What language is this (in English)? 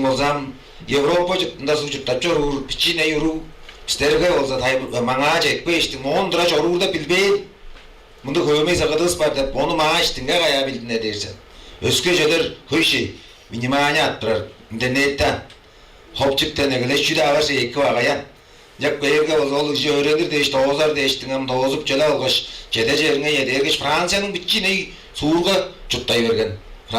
Tuvinian